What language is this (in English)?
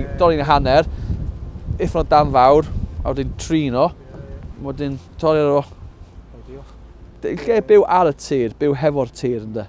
Welsh